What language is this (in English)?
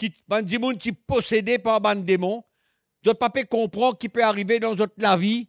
Morisyen